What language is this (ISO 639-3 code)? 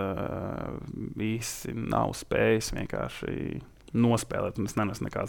lav